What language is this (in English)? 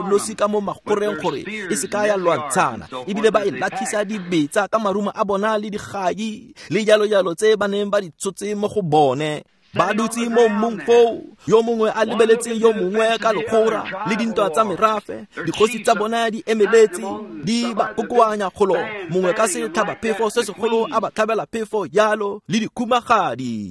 Tswana